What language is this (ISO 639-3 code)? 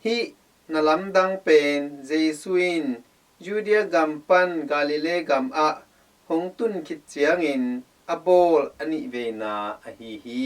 ctd